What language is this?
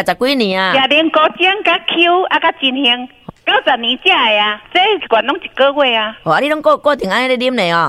Min Nan Chinese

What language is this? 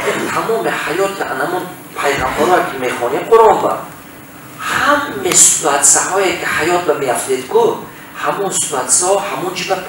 Tajik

